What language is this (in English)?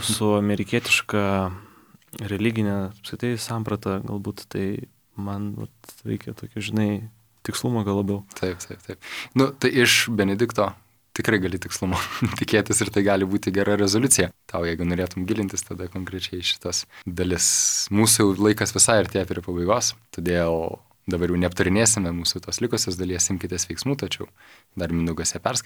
Lithuanian